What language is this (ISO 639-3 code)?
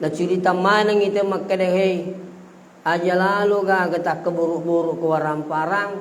bug